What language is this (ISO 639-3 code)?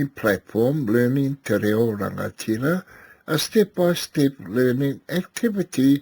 mri